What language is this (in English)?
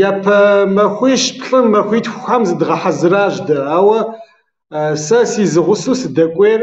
Kabardian